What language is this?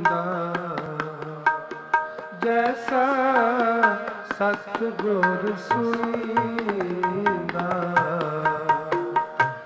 Punjabi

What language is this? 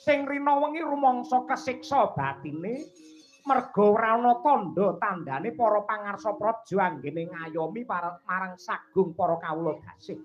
Javanese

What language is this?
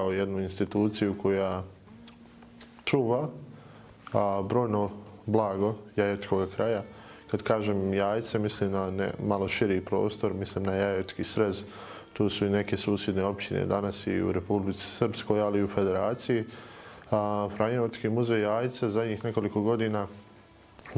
Bosnian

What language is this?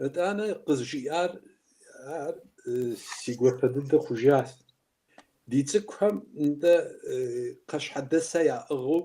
Kabardian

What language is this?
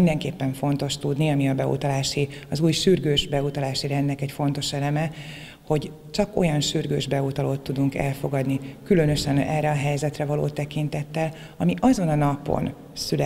Hungarian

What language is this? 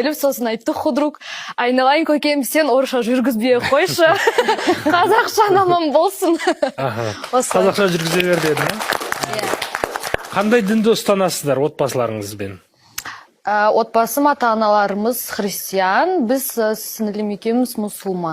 Kazakh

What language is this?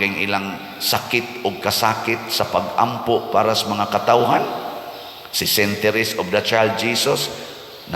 Cebuano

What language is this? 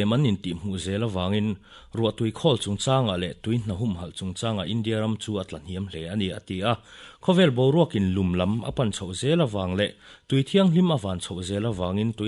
Mizo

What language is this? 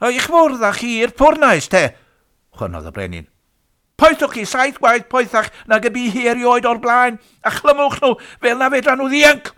Welsh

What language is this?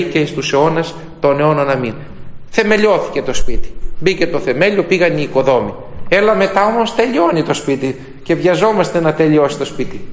Greek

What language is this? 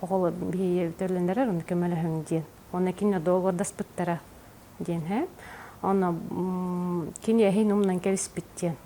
Yakut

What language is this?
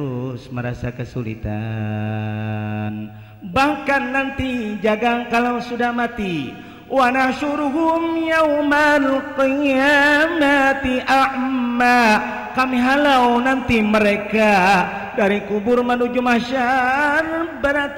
Banjar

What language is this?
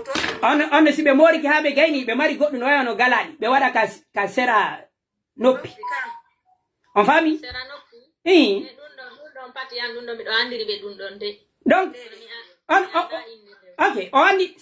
Pular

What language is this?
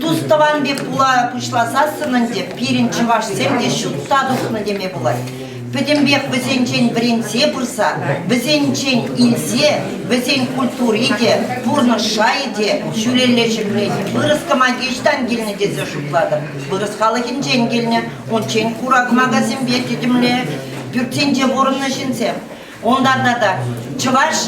Chuvash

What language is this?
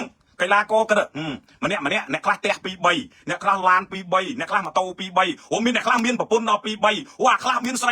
Khmer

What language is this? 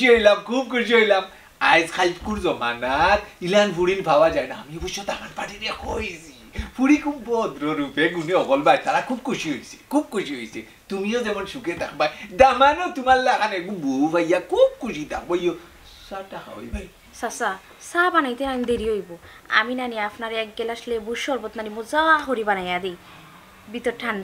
Sylheti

